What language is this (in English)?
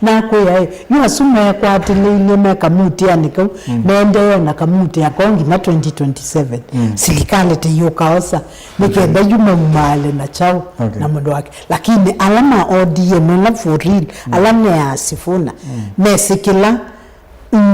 Kamba